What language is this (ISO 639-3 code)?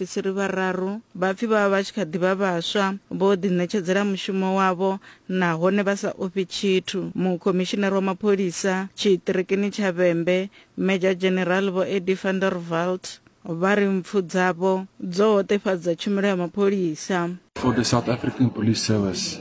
ven